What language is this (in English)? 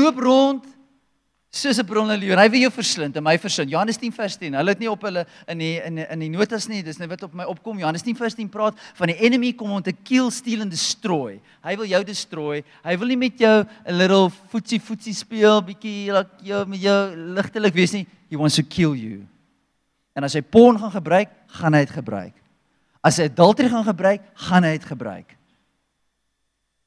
Afrikaans